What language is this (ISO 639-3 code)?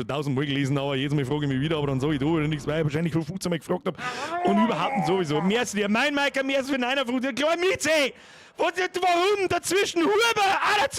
bar